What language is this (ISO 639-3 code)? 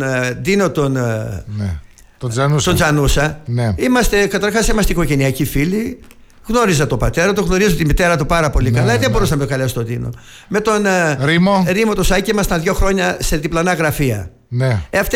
ell